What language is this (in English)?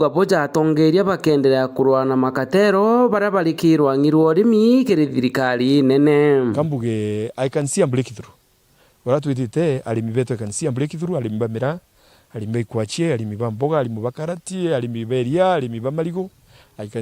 Meru